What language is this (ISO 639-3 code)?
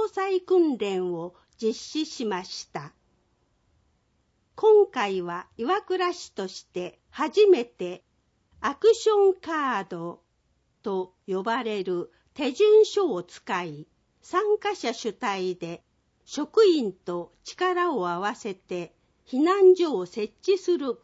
jpn